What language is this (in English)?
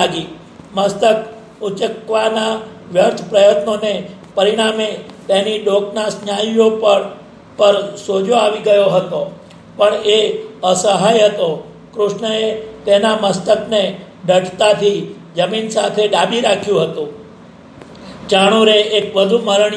Gujarati